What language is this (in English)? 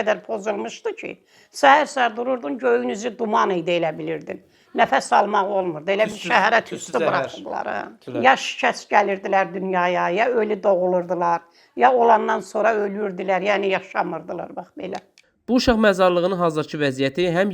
Azerbaijani